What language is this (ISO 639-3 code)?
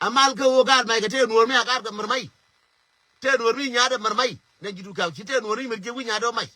nus